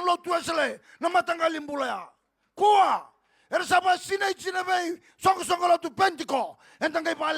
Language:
Fijian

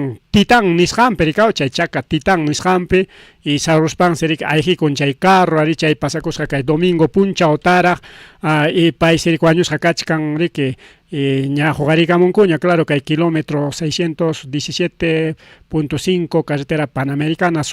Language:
Ayacucho Quechua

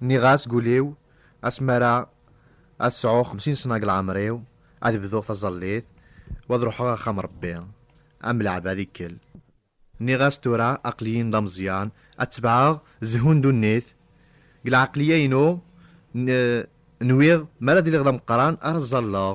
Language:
Kabyle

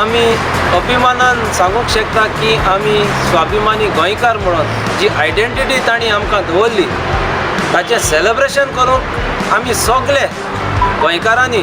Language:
Konkani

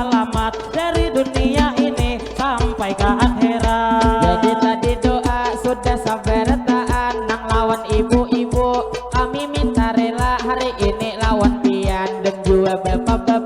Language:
Banjar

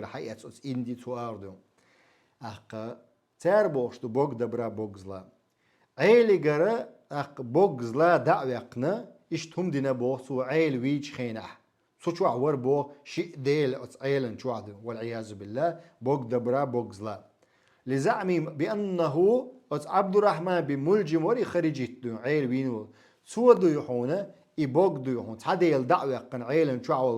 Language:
Chechen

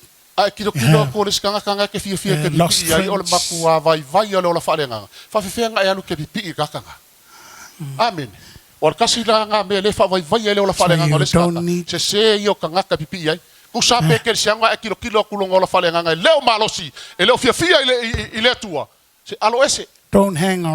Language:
Samoan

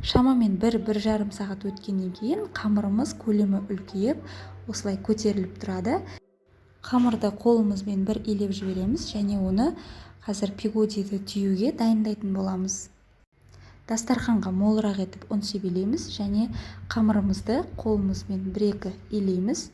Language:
Kazakh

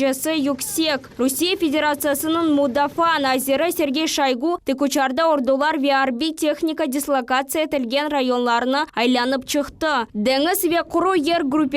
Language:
Crimean Tatar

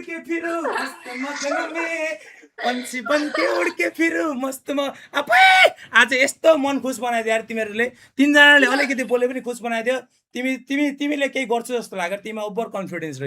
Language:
Nepali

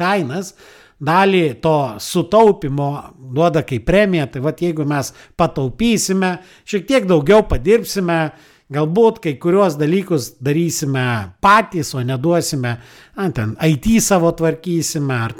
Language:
Lithuanian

